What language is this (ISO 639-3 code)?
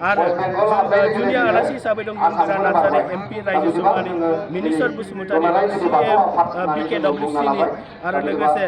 brx